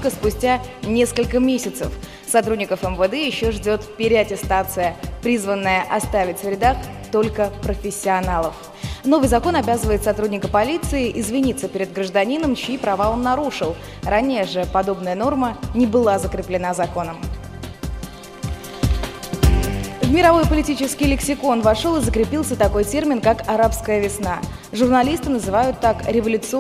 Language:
Russian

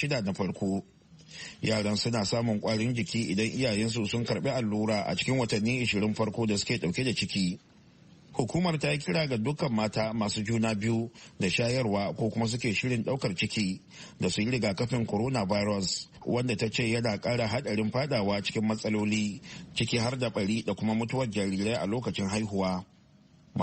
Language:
Hausa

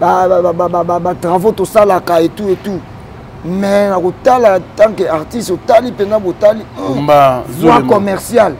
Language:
Lingala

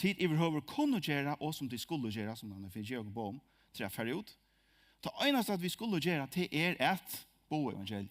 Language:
Faroese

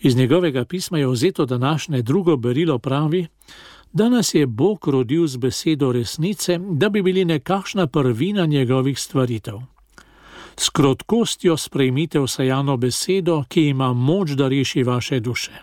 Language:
Slovenian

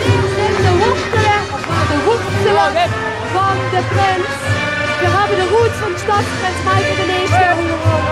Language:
Limburgish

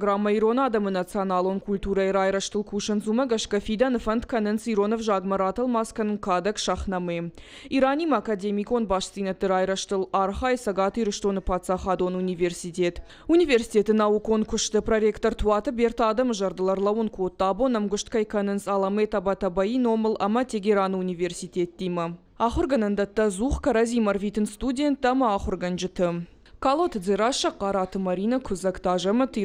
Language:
Ossetic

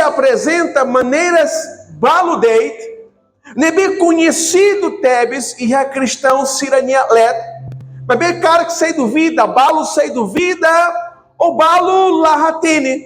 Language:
Tetum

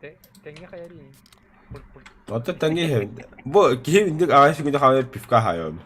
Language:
Yakut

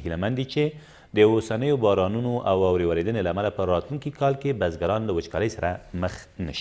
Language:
Pashto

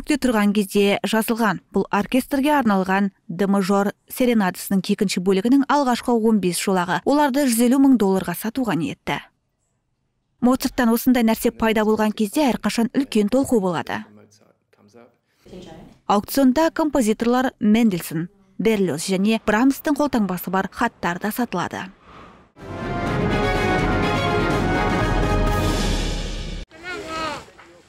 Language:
Kazakh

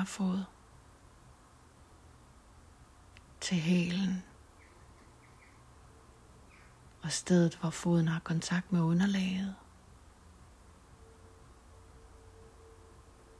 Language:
Danish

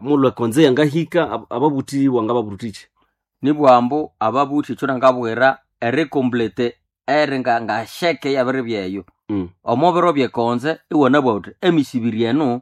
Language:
Nande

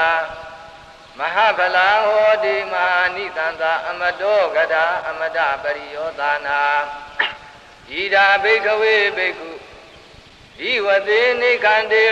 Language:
Burmese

